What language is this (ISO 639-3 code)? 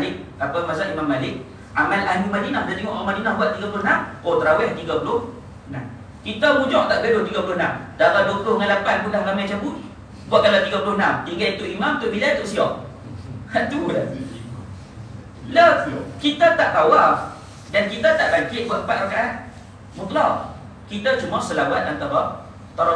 msa